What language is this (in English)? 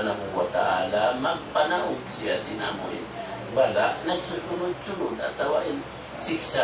Tausug